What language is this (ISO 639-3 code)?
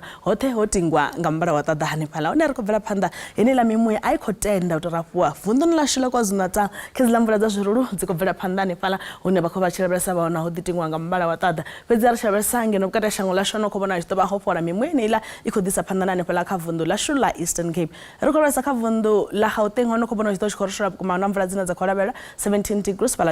ven